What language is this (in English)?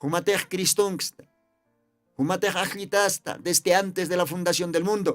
Aymara